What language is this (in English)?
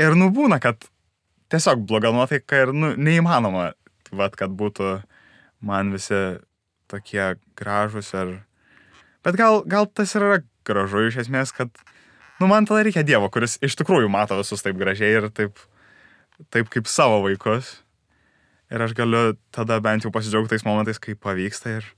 Lithuanian